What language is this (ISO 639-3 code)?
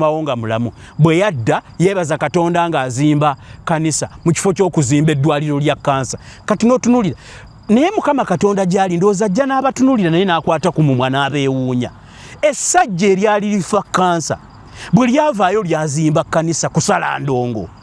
lug